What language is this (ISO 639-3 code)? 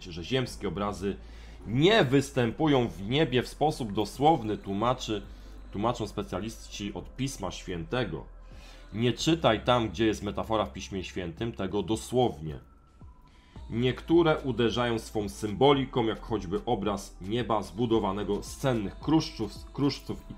pol